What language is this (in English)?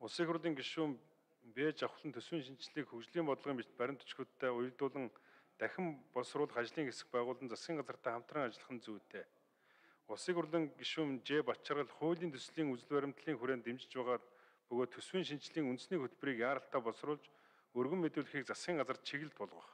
Mongolian